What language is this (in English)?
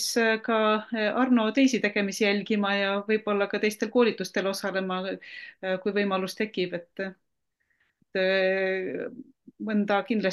Estonian